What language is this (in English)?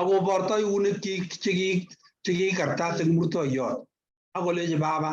Kalenjin